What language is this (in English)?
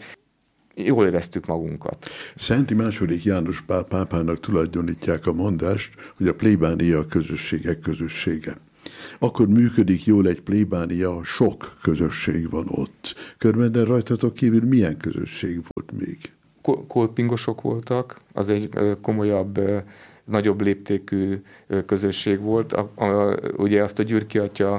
Hungarian